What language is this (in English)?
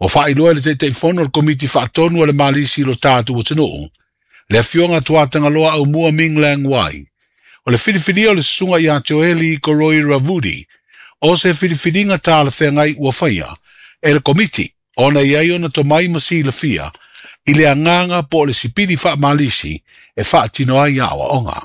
Samoan